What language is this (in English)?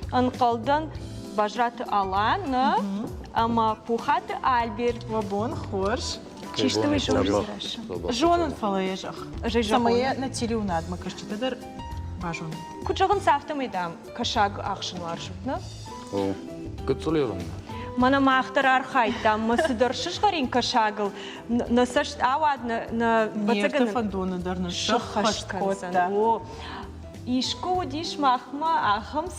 Ossetic